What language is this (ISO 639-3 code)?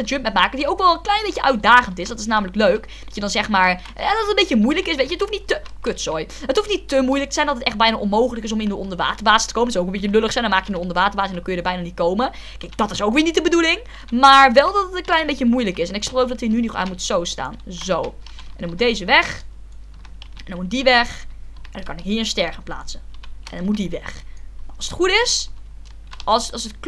nld